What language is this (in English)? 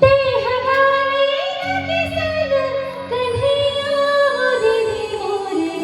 Chhattisgarhi